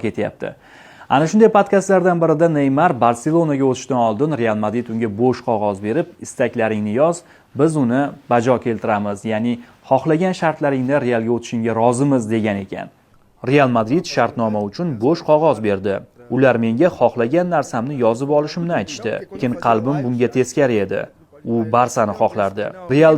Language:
Uzbek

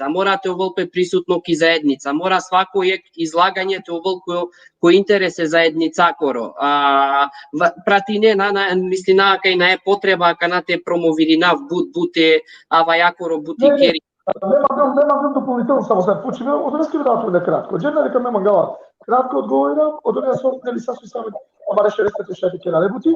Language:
Balkan Romani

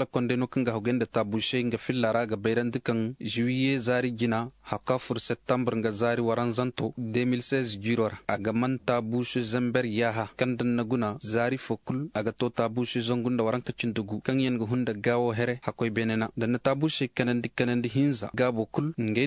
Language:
Zarma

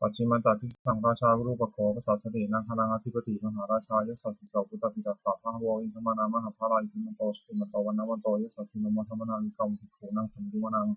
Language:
Pali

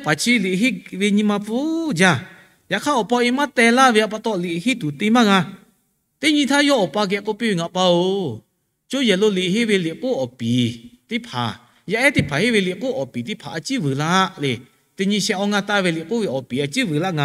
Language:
Lahu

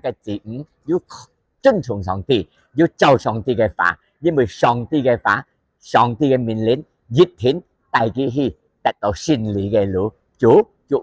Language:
Hakka Chinese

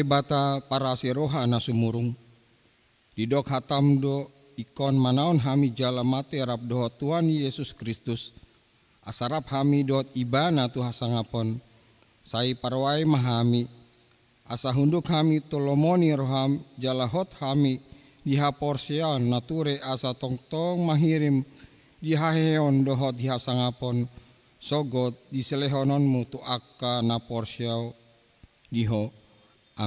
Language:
Batak Toba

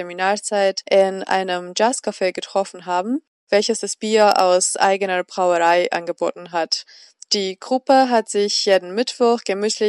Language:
German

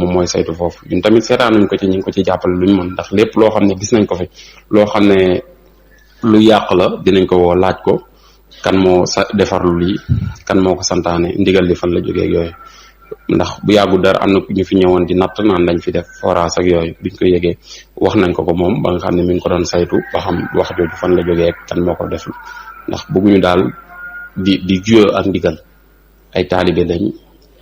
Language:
Wolof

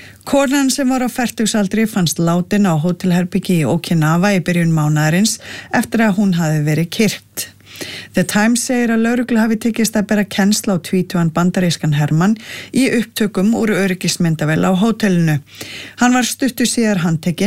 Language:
Icelandic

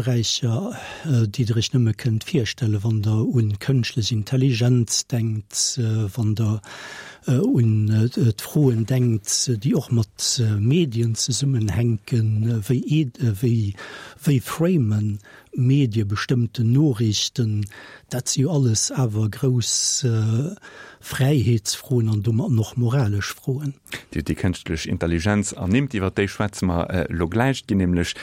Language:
Luxembourgish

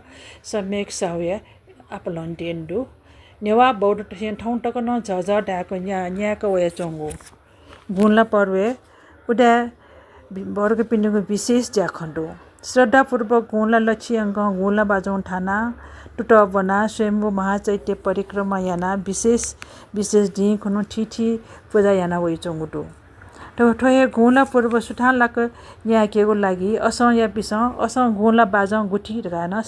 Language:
Newari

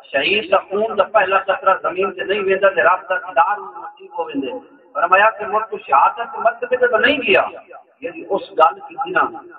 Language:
Saraiki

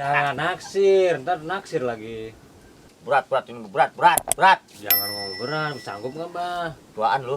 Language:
Betawi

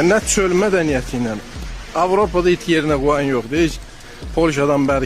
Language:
Azerbaijani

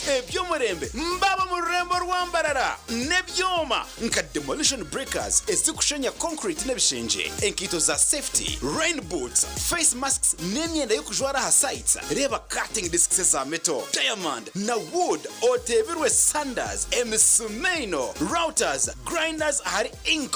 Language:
Nyankole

